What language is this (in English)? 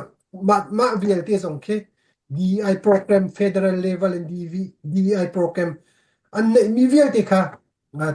Hakha Chin